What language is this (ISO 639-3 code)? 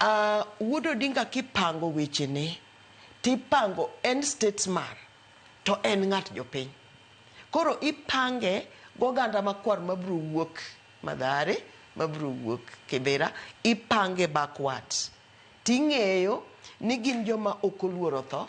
luo